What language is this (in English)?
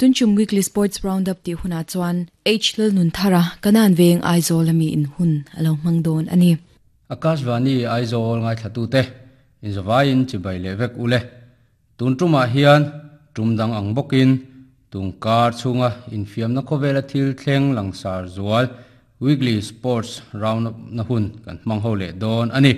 Mizo